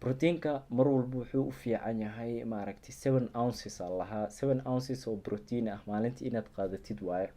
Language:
Somali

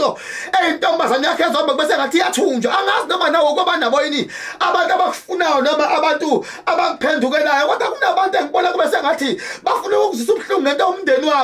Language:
Zulu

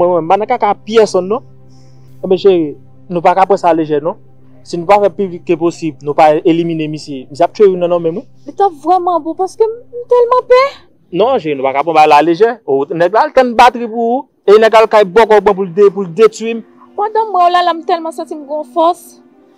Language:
Haitian Creole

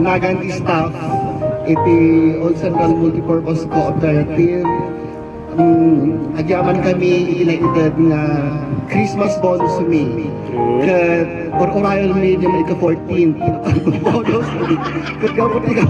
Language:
Iloko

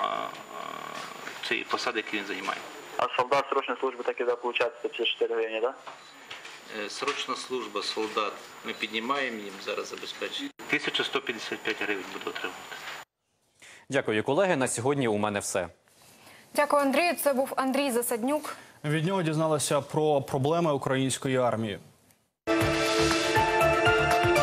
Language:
Ukrainian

